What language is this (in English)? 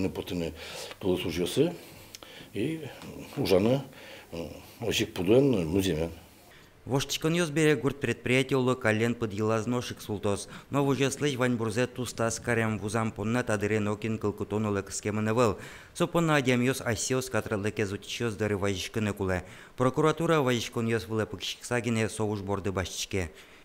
Udmurt